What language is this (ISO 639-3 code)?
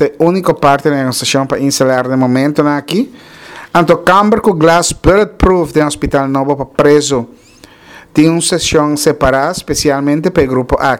pap